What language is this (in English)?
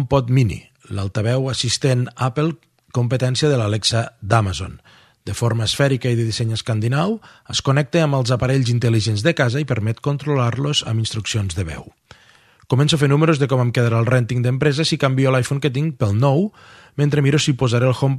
Catalan